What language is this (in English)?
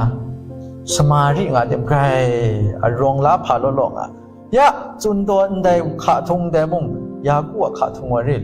Kachin